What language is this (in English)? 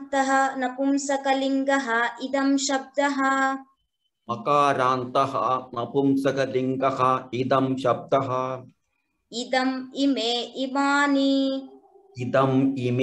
Sanskrit